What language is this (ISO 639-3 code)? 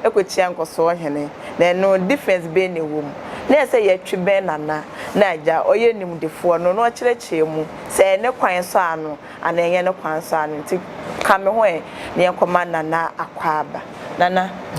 aka